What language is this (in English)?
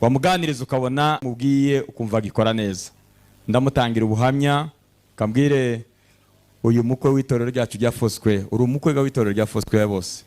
Kinyarwanda